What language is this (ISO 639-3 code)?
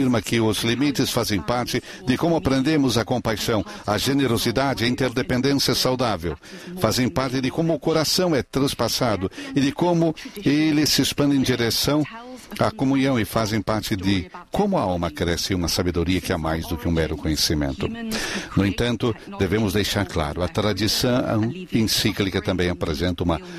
por